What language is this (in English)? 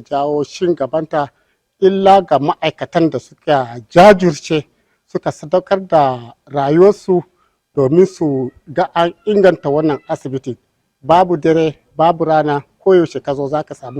Hausa